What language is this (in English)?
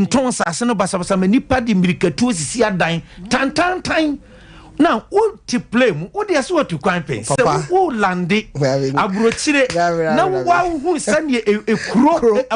Akan